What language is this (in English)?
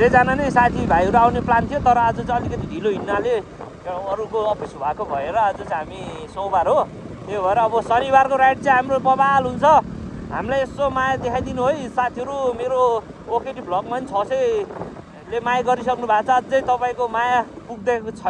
Nepali